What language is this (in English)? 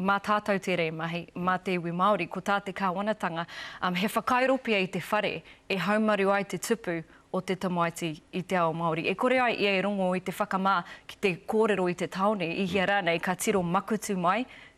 Māori